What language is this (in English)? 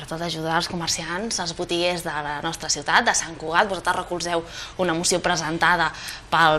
Catalan